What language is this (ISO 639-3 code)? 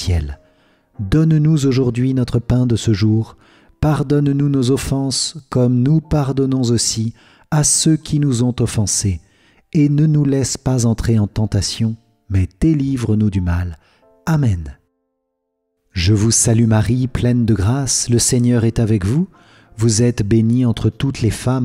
fra